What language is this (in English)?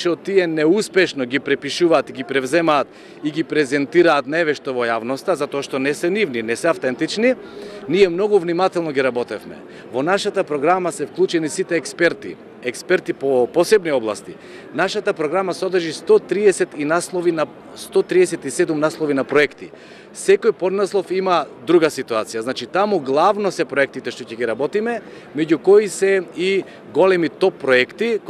Macedonian